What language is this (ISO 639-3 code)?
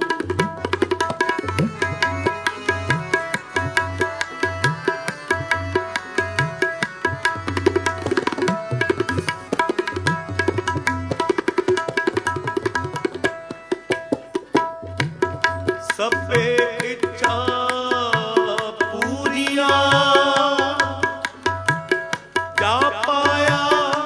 pan